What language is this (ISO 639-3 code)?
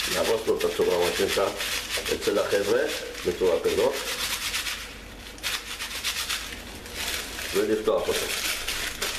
heb